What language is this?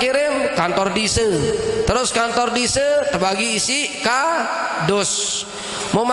Sasak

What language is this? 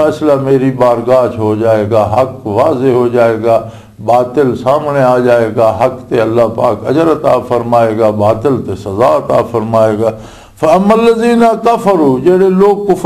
Western Panjabi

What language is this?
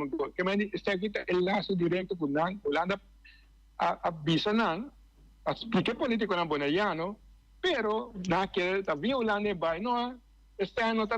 Papiamento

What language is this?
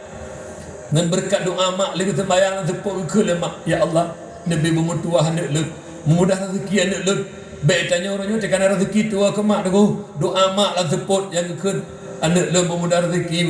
Achinese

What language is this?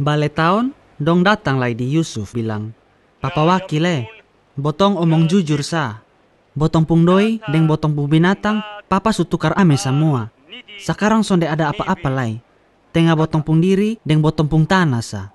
Kupang Malay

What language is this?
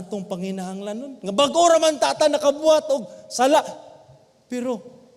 Cebuano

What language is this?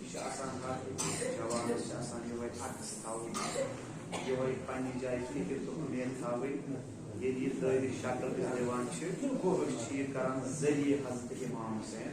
Kashmiri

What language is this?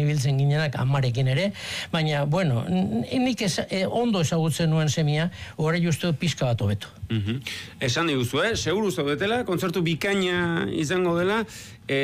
Basque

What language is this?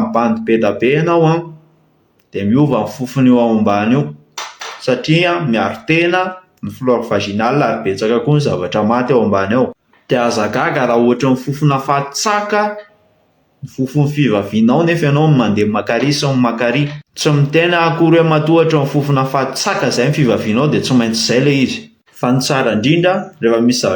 Malagasy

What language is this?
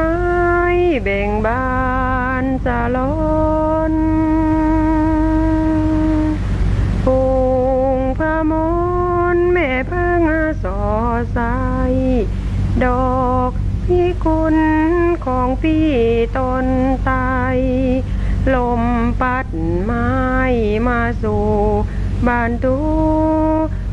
Japanese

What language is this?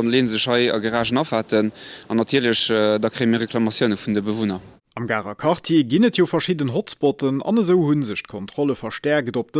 Luxembourgish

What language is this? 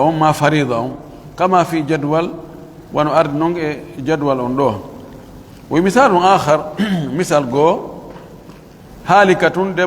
Pular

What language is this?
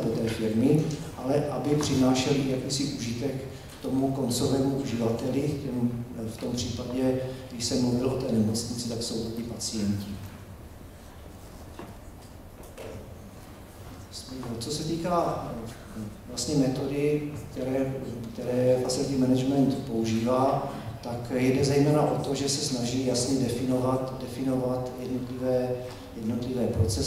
Czech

